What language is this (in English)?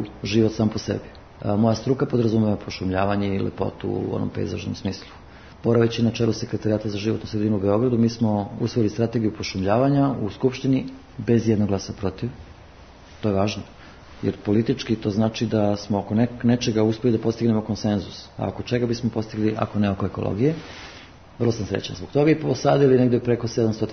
Serbian